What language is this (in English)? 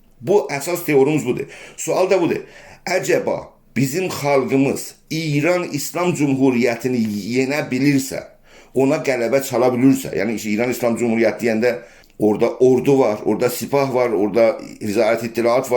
South Azerbaijani